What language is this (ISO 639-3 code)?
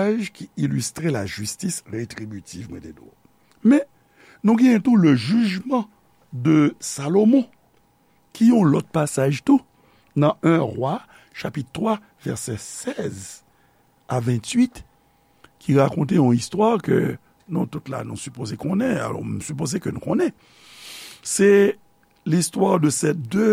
hat